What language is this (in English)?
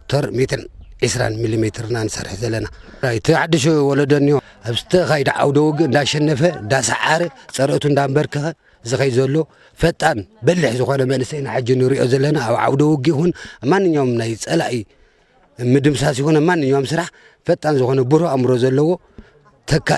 Tigrinya